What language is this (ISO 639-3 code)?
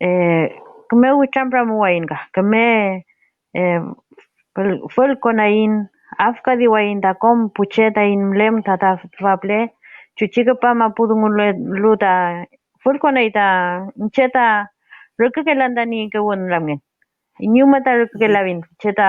arn